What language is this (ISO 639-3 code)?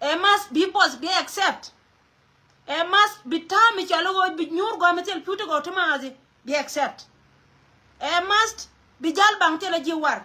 nus